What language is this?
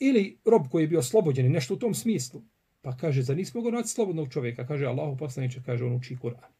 Bosnian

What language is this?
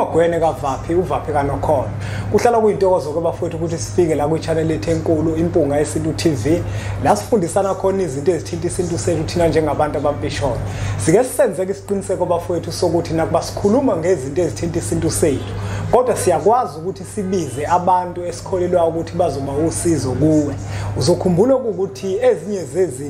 Zulu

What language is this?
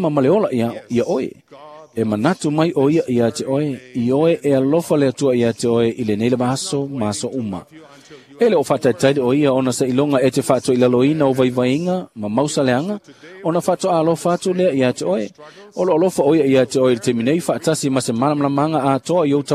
Samoan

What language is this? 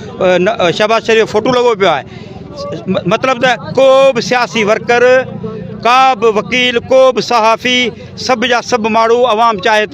Sindhi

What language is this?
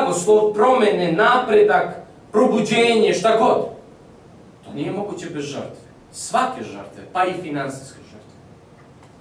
Serbian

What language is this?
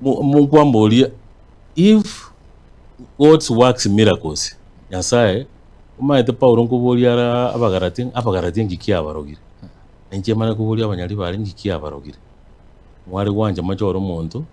Gusii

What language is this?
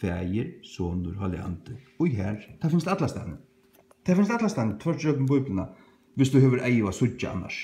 Faroese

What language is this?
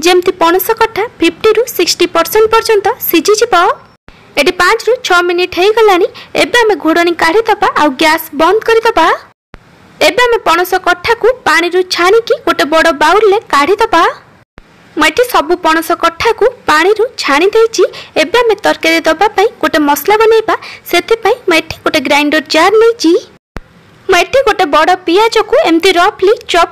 Odia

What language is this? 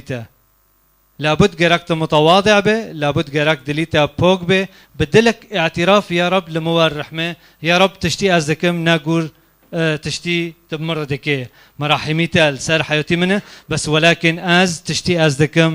Kurdish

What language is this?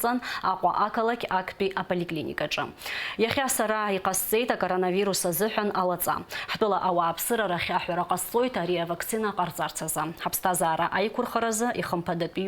Abkhazian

